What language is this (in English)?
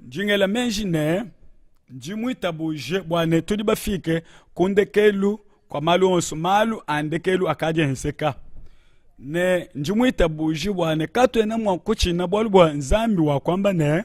Luba-Lulua